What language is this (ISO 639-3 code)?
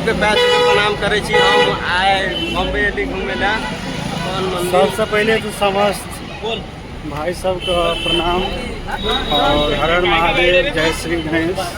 mai